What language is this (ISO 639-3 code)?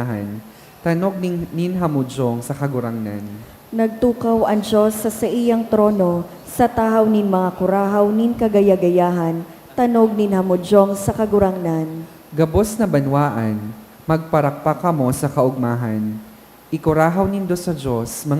bik